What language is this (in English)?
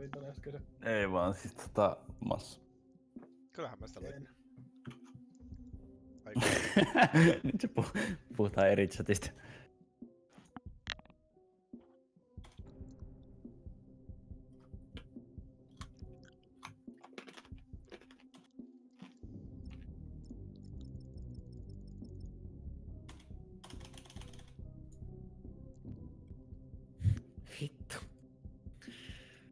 Finnish